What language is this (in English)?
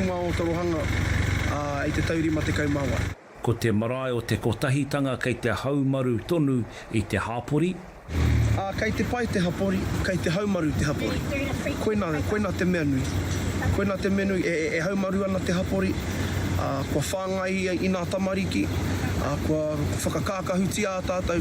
Māori